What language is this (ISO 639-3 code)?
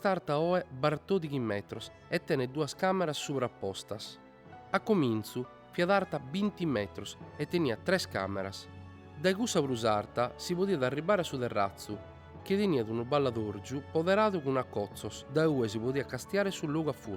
srd